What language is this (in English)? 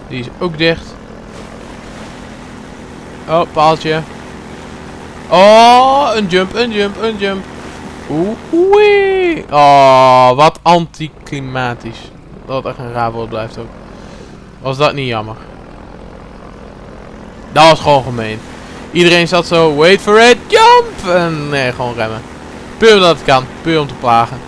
Dutch